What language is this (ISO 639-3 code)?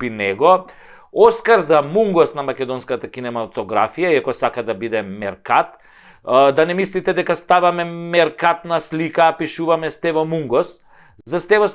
mkd